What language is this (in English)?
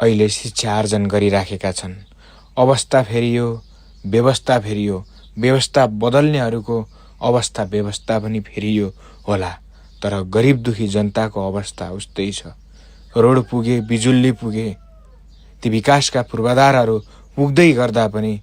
Nepali